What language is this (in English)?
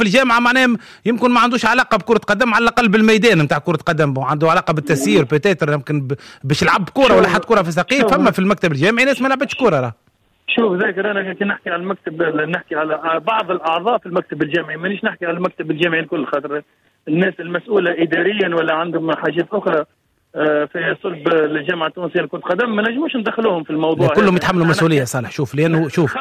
Tunisian Arabic